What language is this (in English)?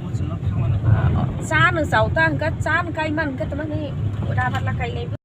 Kok Borok